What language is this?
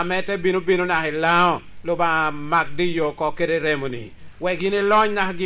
Lango (Uganda)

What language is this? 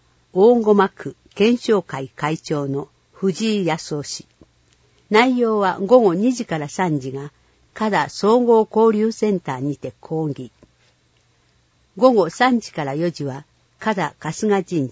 Japanese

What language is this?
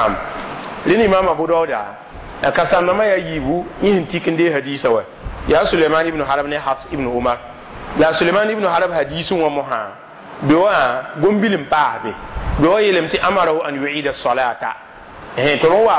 Mossi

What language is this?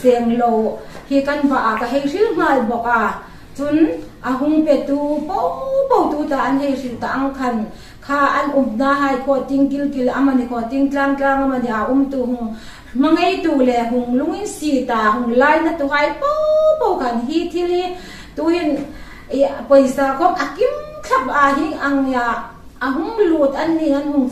Hmar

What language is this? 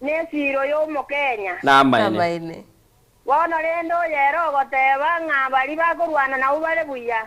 Gusii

